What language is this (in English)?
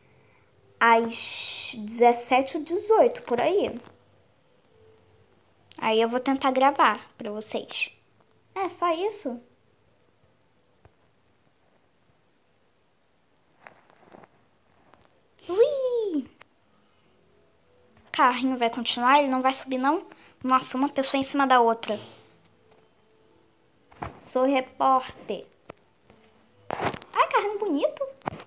Portuguese